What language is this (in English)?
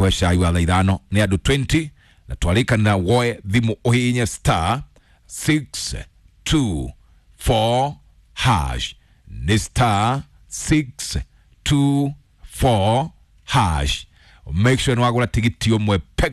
Kikuyu